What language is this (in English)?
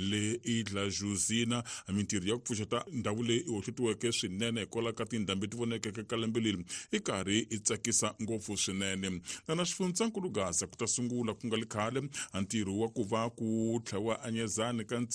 Tsonga